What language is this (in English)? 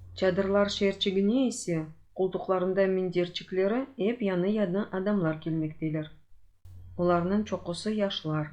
Crimean Tatar